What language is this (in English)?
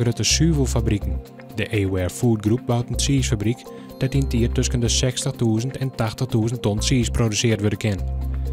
Western Frisian